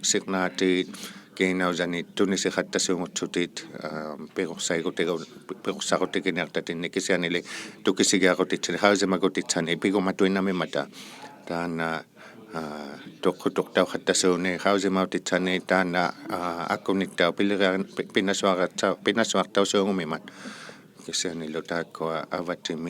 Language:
Inuktitut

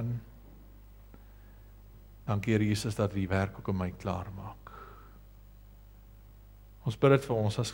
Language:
Afrikaans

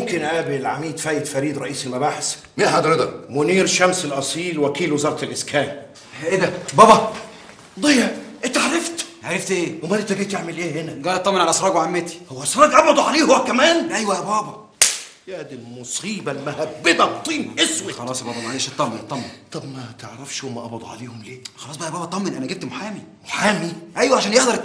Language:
Egyptian Arabic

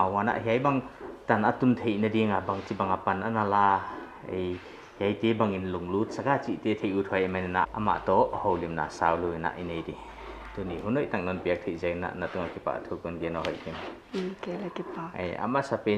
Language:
Paite Chin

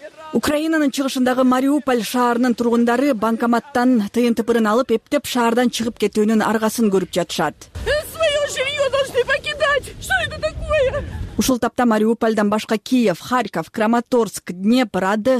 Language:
Kyrgyz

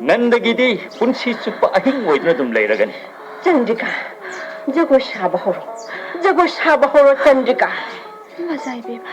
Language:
Manipuri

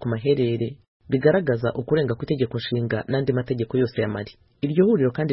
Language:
Kinyarwanda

